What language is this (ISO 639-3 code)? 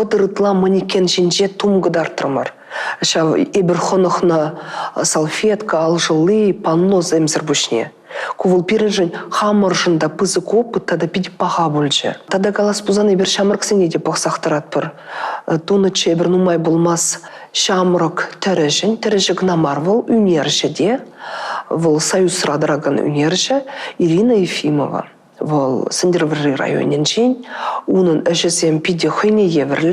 chv